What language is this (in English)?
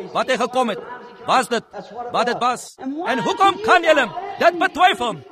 Afrikaans